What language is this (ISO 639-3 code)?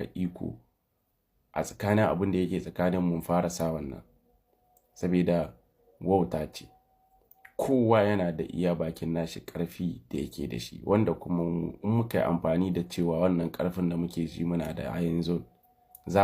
hau